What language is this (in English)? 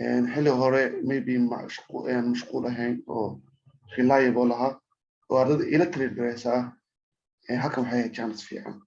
Somali